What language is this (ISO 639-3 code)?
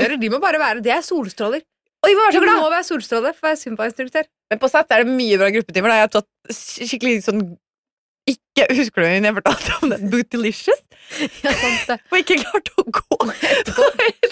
nor